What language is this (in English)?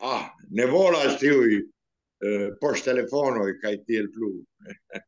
Esperanto